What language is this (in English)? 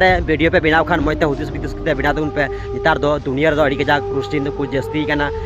Santali